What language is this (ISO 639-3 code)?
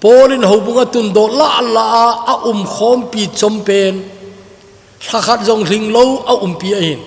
tcz